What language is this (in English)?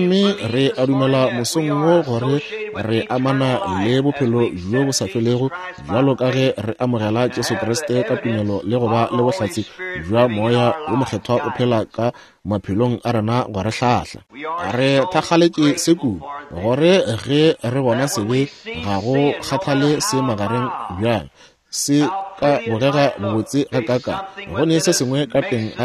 Northern Sotho